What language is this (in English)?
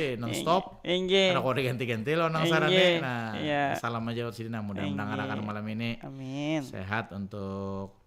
Banjar